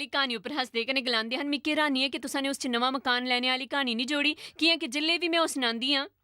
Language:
Dogri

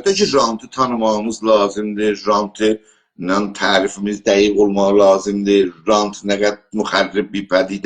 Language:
South Azerbaijani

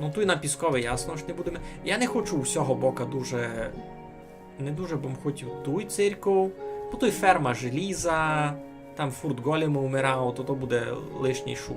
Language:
Rusyn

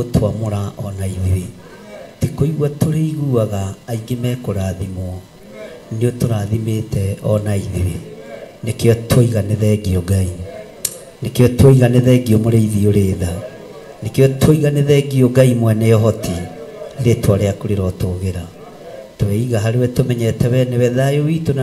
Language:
Kikuyu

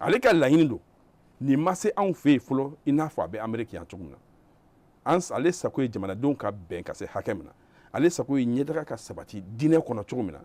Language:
Bambara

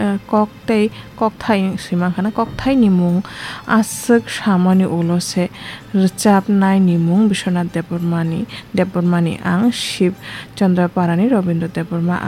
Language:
Kok Borok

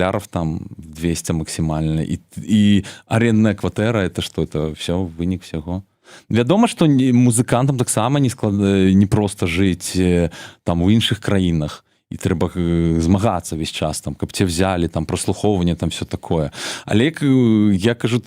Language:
Belarusian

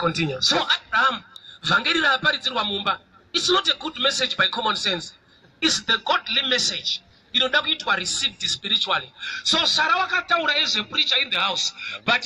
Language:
Shona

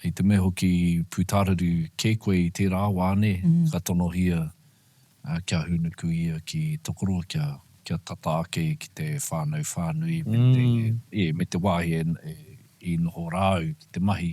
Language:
Māori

